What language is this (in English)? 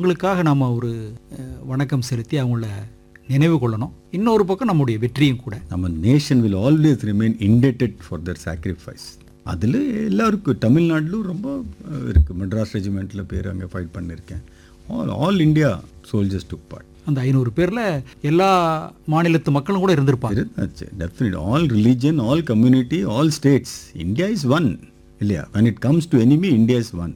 Tamil